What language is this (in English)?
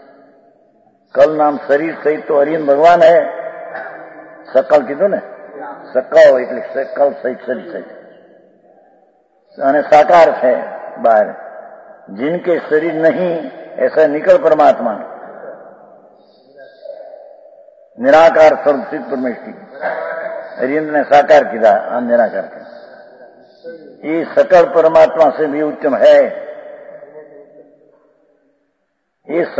Gujarati